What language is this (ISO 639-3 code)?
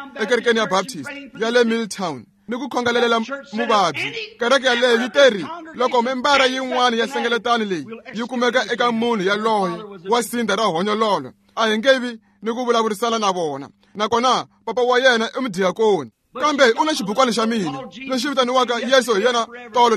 tso